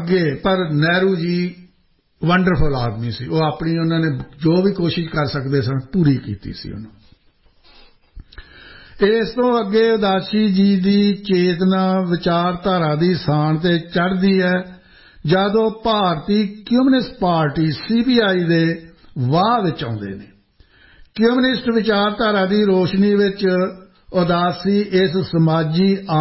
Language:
Punjabi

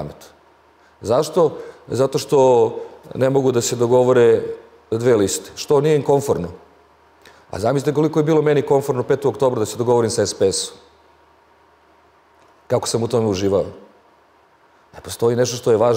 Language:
Serbian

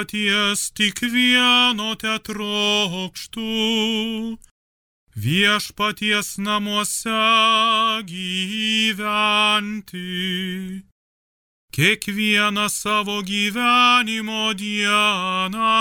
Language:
Lithuanian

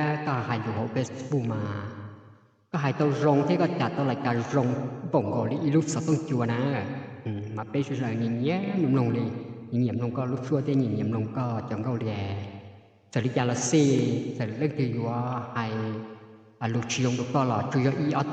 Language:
Hmong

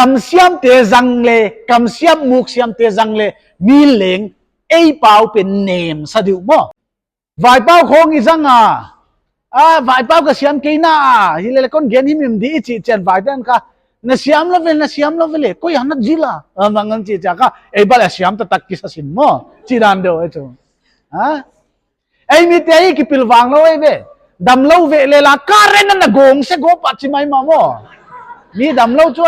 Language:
Paite Chin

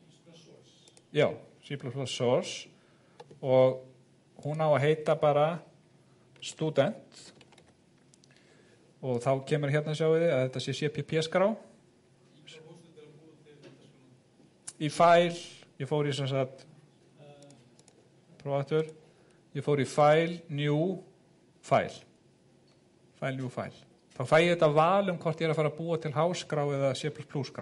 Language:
Icelandic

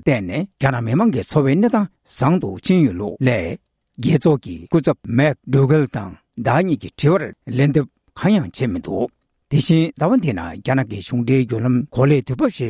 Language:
Tibetan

